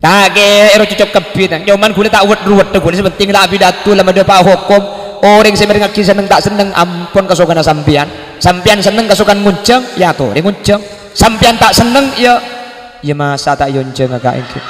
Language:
Madurese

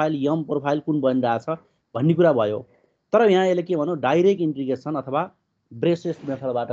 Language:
Nepali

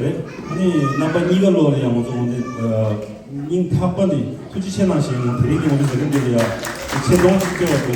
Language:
Tibetan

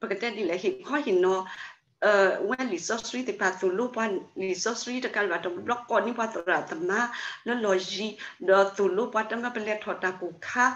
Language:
S'gaw Karen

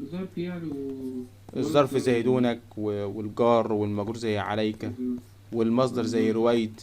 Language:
Egyptian Arabic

